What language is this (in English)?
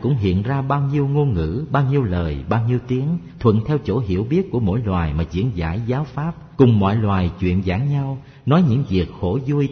Vietnamese